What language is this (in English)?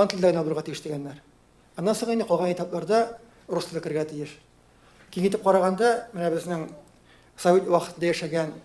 Tatar